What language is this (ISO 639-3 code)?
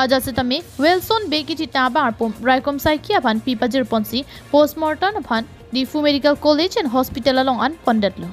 mjw